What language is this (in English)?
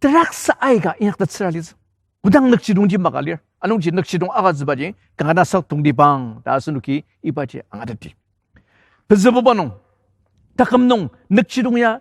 Ao Naga